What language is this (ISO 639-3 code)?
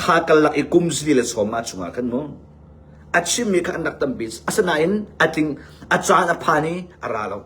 cnh